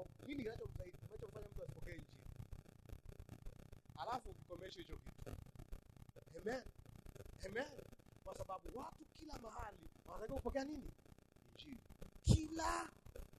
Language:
Swahili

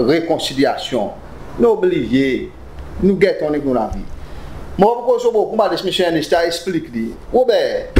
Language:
Seselwa Creole French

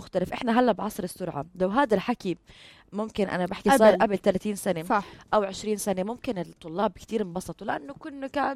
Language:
North Levantine Arabic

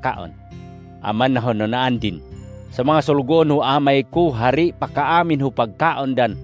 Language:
Cebuano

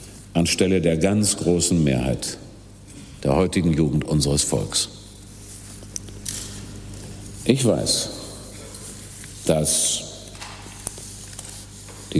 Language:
German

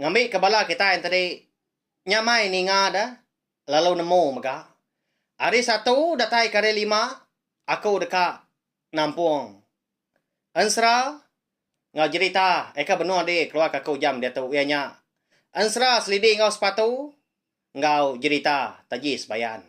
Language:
Iban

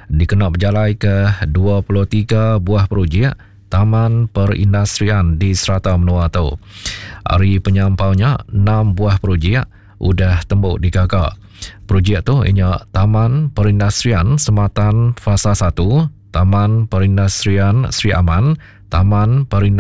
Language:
Iban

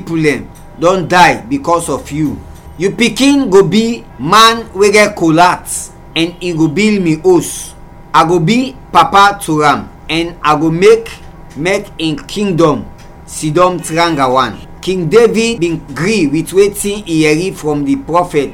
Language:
Krio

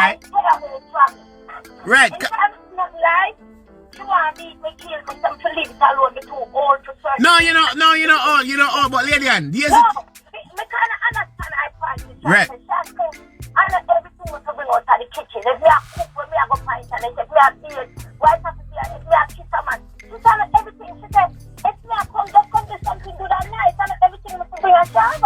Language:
Jamaican Creole English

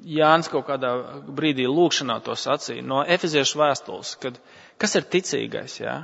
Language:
Latvian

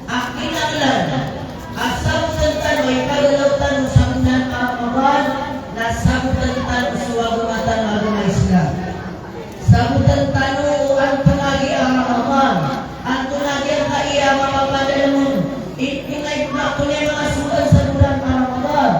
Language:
Maranao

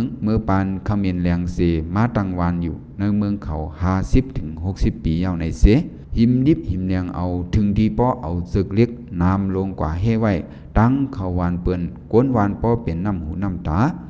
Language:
Shan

